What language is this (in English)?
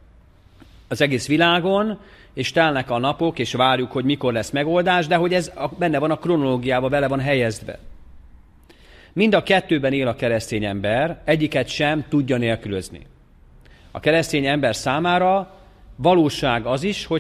Hungarian